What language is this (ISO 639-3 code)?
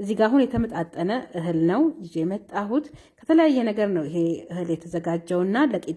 amh